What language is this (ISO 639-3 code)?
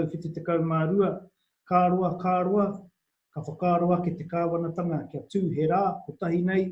mri